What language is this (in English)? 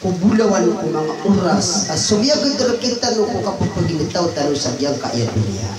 Maranao